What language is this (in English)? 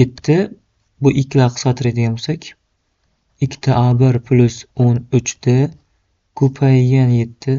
Uzbek